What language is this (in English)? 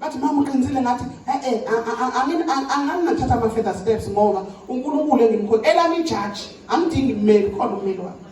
Zulu